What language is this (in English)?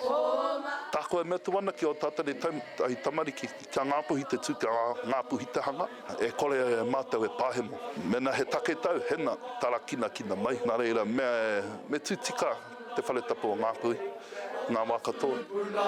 Māori